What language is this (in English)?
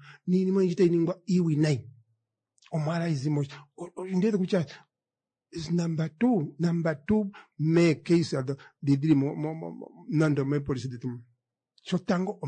Kuanyama